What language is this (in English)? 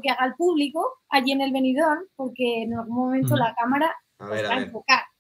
Spanish